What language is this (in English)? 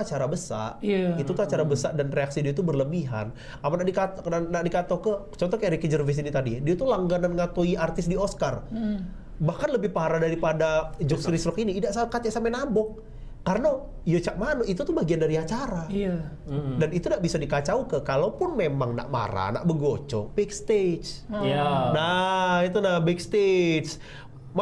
Musi